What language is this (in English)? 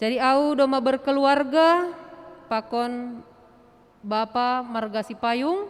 Batak Simalungun